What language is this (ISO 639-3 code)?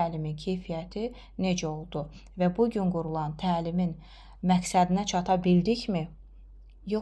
aze